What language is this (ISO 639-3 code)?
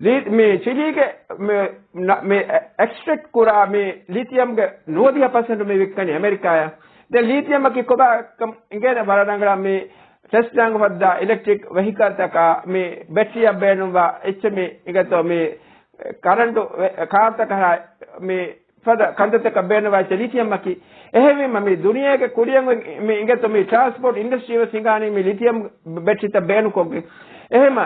div